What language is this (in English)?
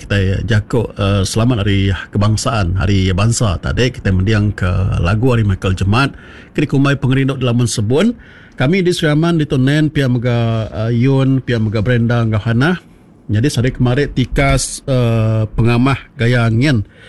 Iban